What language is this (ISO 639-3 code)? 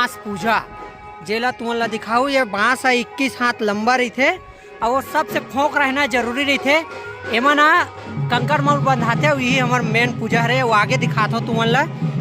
hne